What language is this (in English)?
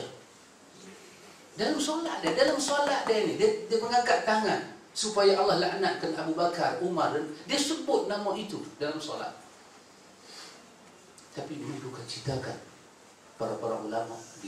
Malay